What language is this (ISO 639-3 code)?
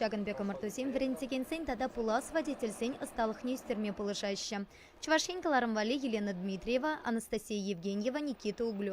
chv